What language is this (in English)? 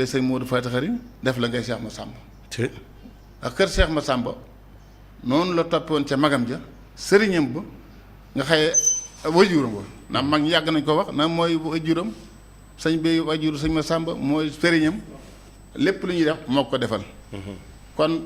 Wolof